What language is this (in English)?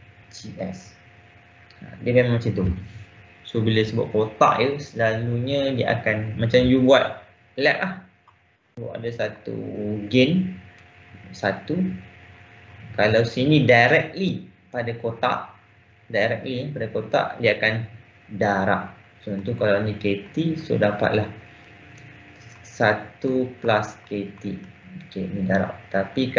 Malay